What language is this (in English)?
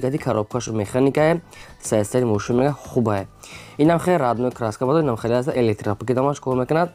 Tajik